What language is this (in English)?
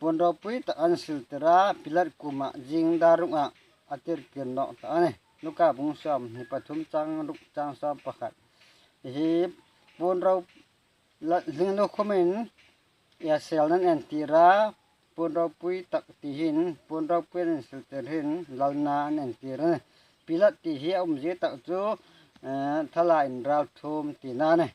Hmar